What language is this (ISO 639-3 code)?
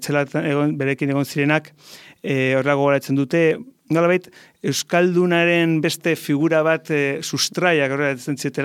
eus